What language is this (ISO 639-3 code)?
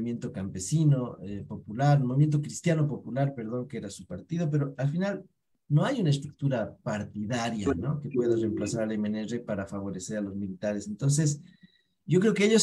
spa